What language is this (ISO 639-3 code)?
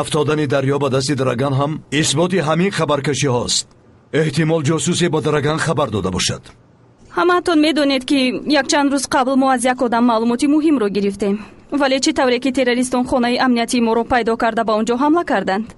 tgk